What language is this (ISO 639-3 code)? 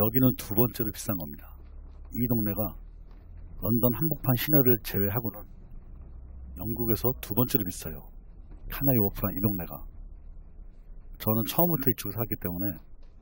kor